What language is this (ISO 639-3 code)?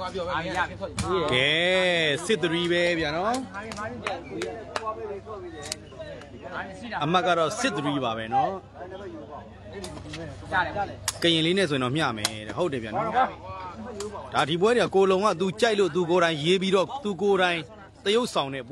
mya